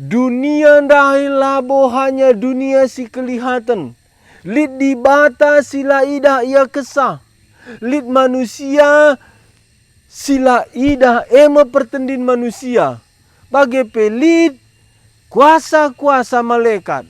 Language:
Batak Karo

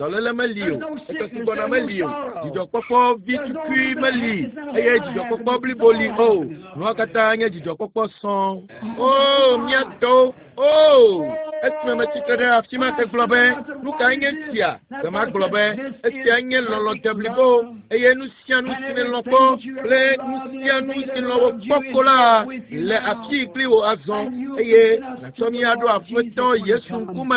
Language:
Ewe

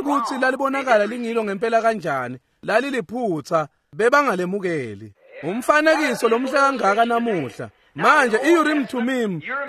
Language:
Swati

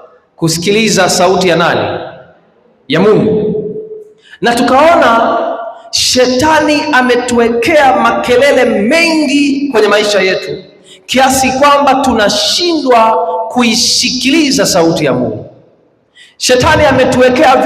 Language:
Swahili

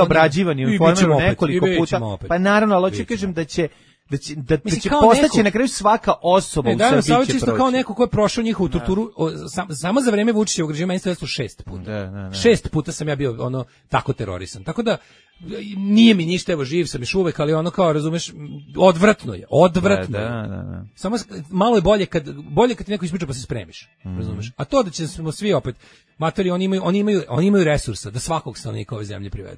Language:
Serbian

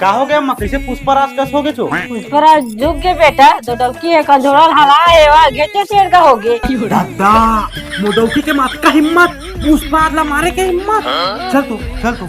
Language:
Chhattisgarhi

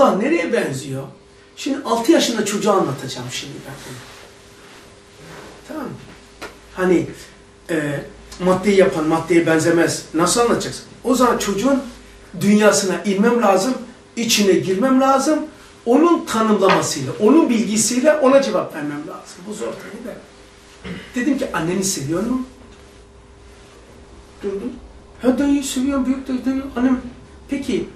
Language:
Turkish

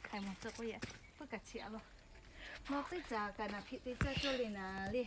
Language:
Lahu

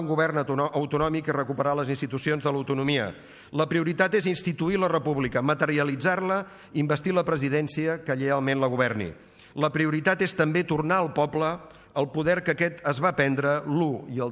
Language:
Catalan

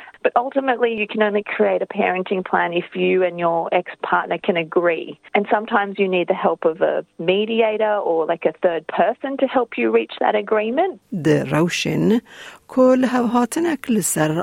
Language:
Kurdish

